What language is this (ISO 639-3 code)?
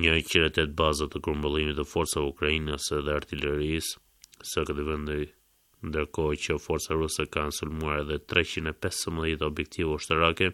sqi